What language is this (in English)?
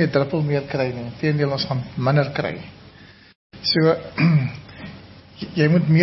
Afrikaans